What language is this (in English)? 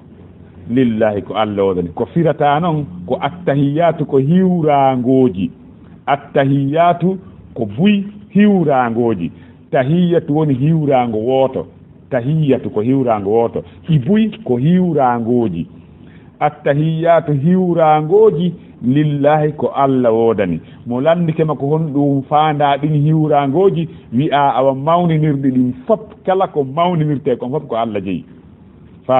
Fula